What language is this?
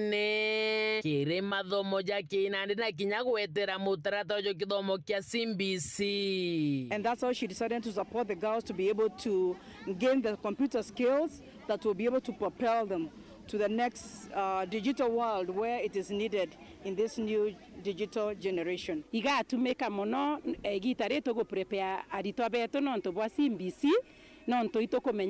Meru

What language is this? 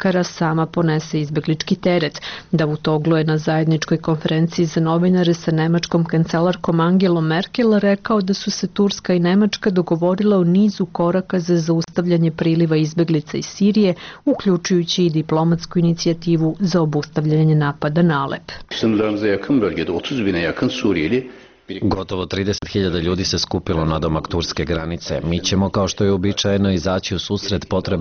Serbian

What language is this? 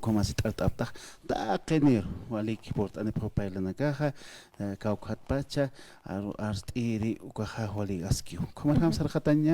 Aymara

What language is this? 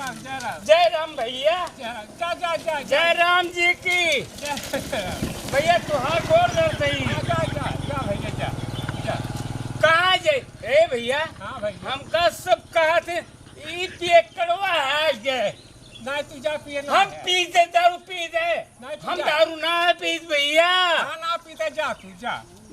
Awadhi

